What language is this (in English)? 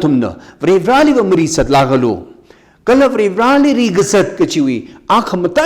Tangkhul Naga (India)